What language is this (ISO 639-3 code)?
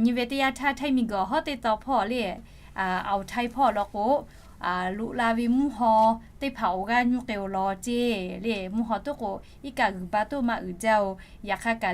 lhu